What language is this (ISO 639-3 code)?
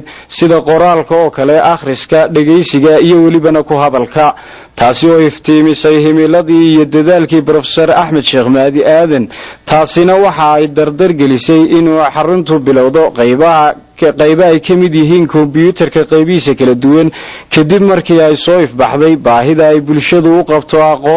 som